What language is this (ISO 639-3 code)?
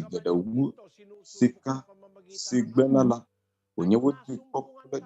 ewe